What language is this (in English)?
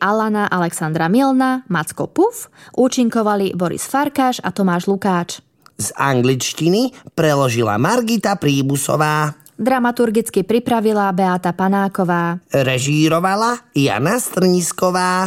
Slovak